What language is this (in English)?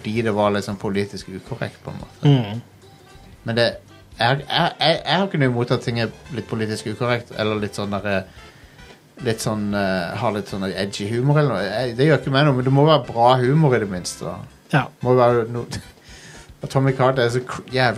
Norwegian